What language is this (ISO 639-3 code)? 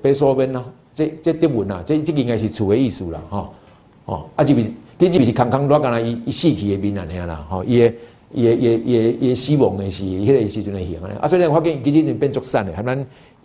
nan